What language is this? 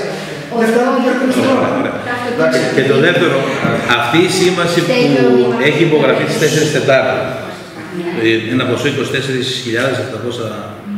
Greek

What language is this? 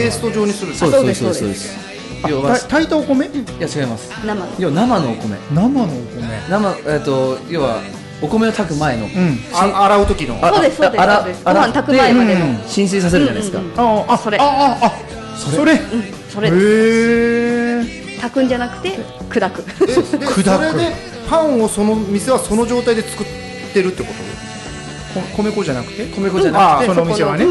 Japanese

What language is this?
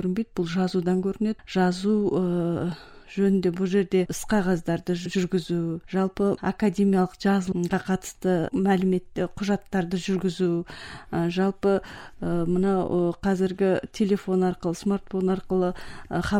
Kazakh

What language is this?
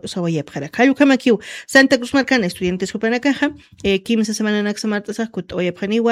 Aymara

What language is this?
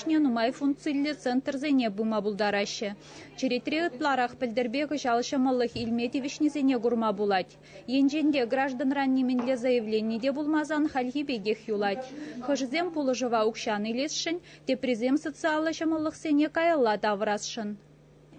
Chuvash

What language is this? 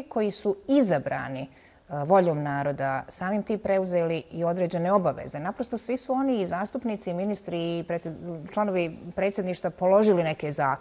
Bosnian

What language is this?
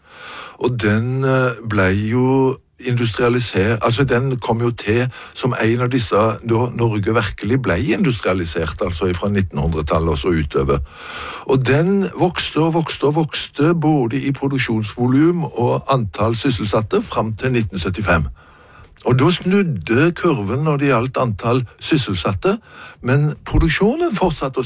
Norwegian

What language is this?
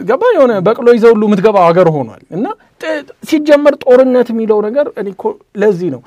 Amharic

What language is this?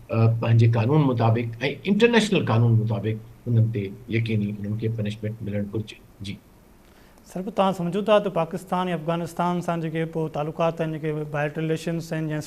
Sindhi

